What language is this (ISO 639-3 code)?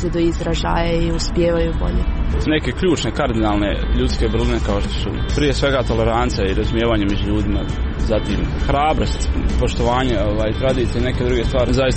hrv